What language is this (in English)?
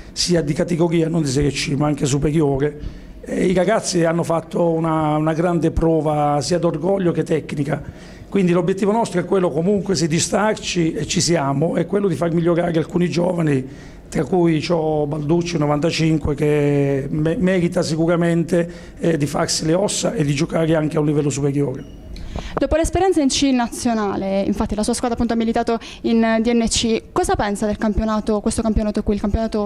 Italian